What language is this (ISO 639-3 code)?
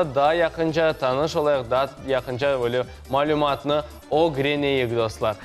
crh